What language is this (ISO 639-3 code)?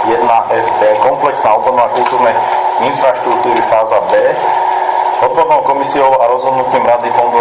slk